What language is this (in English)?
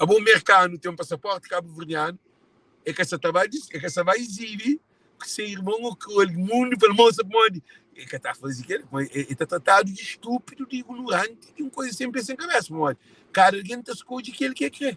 Kabuverdianu